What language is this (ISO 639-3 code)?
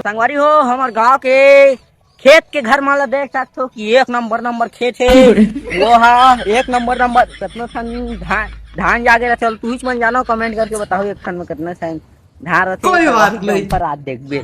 hne